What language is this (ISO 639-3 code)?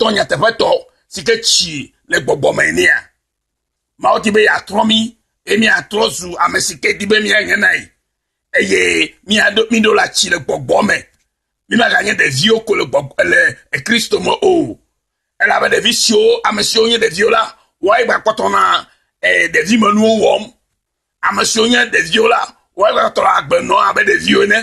ewe